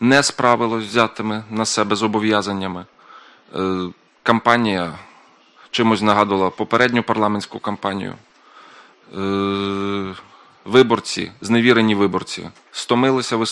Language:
Ukrainian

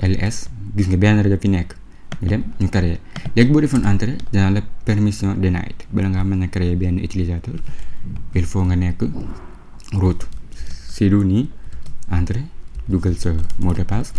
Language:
Wolof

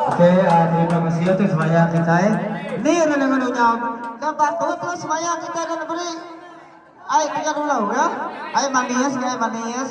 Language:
Iban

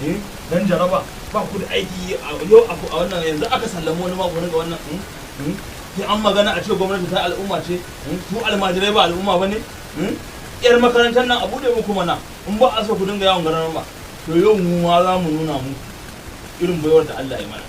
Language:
Hausa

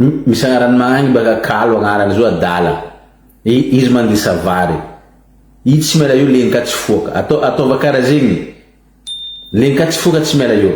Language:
Malagasy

